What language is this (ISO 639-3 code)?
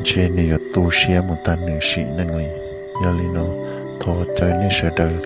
hmn